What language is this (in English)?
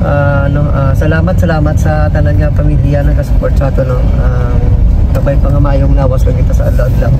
Hiligaynon